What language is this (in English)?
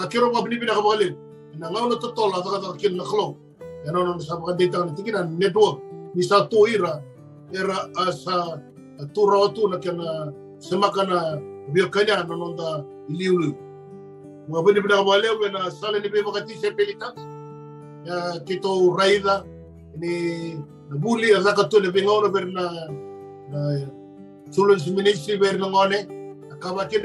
Fijian